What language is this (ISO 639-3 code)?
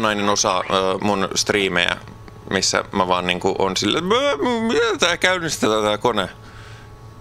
fin